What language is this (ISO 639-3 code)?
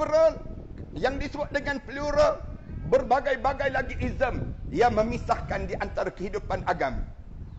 msa